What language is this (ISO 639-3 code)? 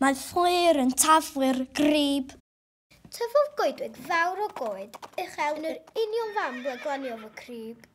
cym